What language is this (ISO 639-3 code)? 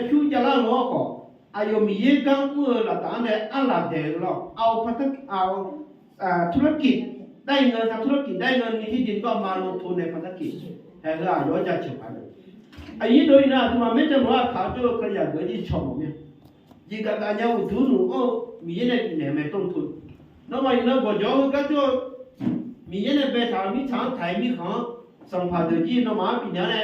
ahk